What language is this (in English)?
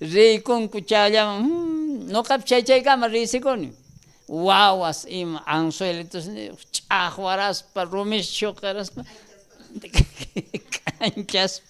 South Bolivian Quechua